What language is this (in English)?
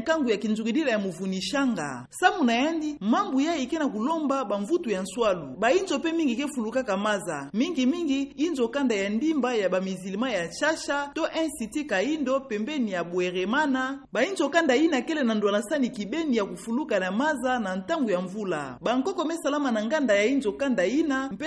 Kituba (Democratic Republic of Congo)